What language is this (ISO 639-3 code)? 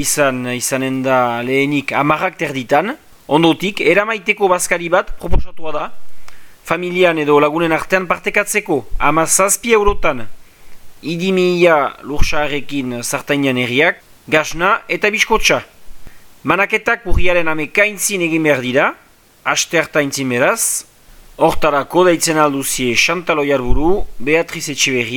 eus